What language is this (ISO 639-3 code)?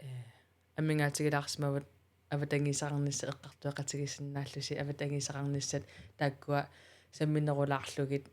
kal